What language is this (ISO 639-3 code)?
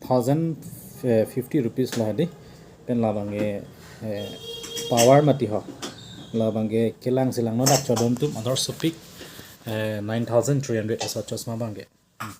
mjw